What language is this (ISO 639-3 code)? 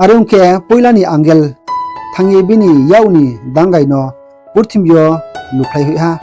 ria